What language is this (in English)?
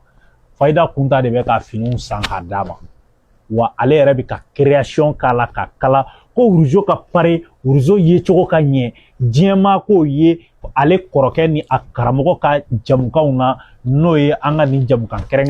Bambara